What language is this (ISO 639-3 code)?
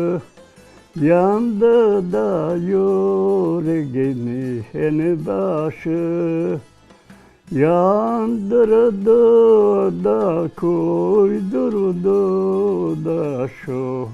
crh